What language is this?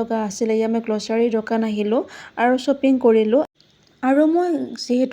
Assamese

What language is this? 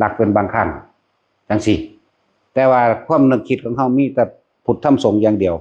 Northeastern Thai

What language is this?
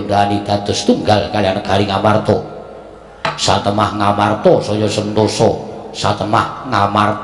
Javanese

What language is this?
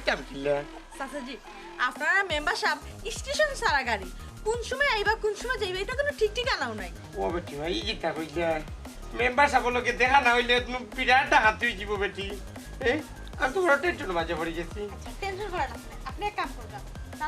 Sylheti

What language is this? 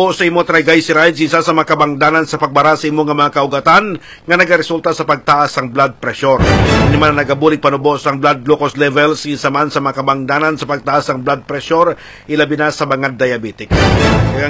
Hiligaynon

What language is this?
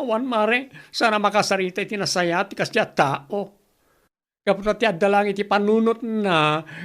Iloko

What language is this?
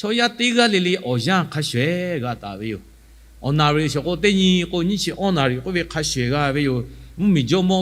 Lahu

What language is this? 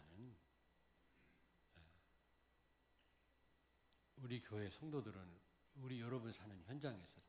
Korean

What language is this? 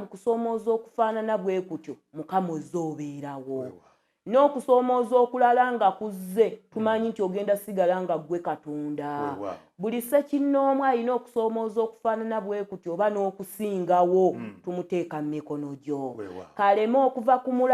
Ganda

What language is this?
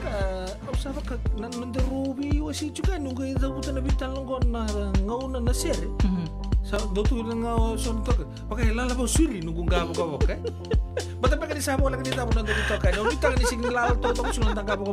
Fijian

